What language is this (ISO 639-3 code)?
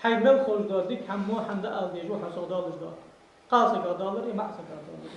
inh